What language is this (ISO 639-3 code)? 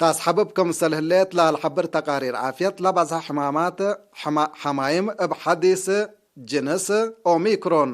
tig